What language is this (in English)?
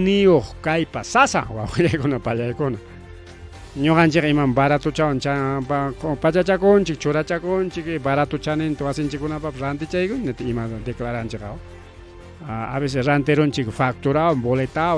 Ayacucho Quechua